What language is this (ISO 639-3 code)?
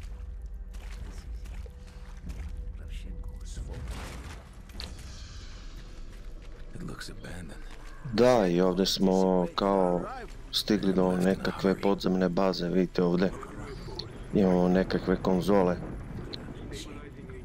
hrv